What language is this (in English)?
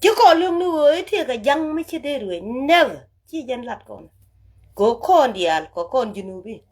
Nuer